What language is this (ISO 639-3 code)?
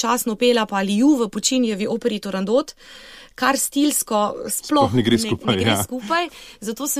slv